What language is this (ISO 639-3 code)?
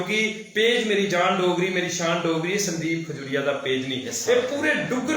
doi